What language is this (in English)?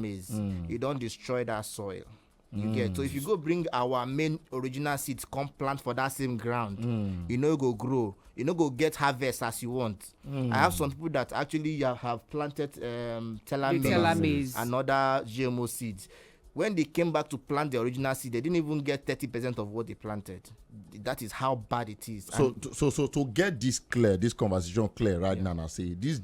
Nigerian Pidgin